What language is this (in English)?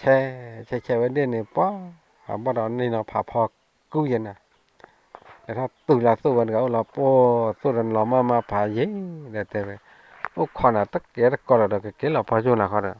S'gaw Karen